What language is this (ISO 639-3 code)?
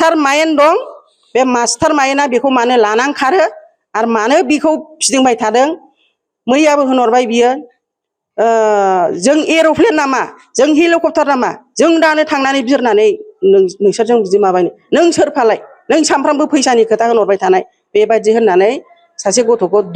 brx